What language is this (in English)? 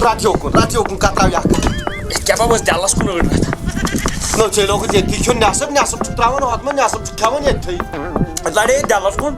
Kashmiri